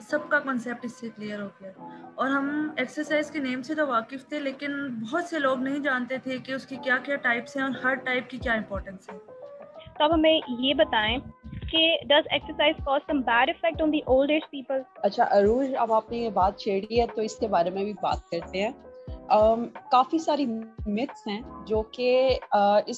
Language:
Urdu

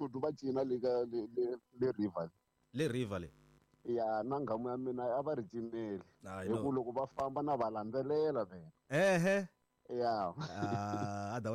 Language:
Tsonga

